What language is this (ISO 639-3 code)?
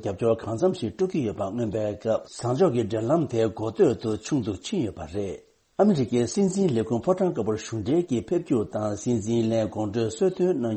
bod